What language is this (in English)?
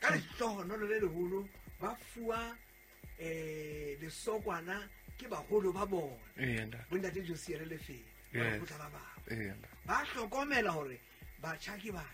Southern Sotho